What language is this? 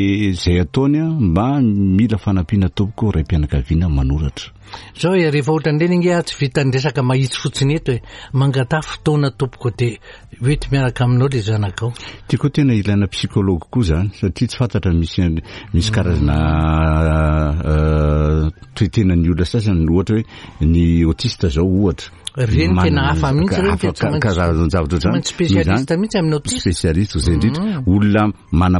Malagasy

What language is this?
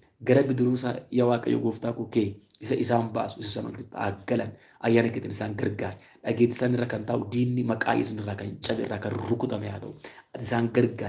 Oromo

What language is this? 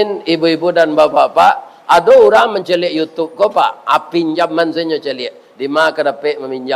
Minangkabau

